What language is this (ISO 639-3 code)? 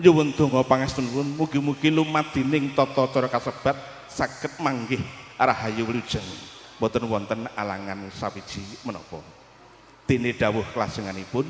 jav